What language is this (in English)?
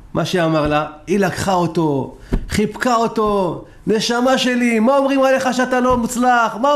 Hebrew